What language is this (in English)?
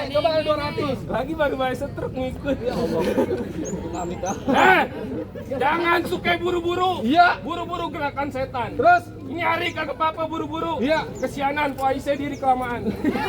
Betawi